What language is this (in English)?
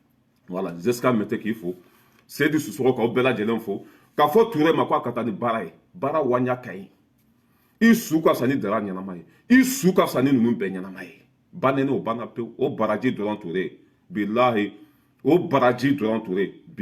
Bambara